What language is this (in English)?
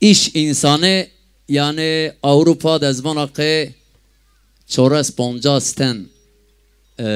Zaza